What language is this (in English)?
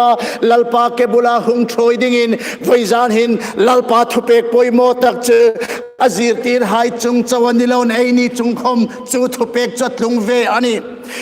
Hmar